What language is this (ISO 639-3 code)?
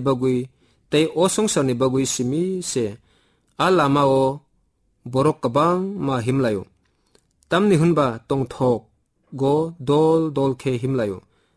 trp